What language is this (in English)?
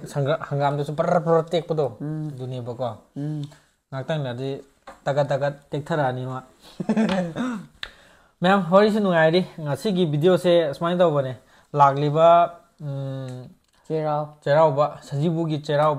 Manipuri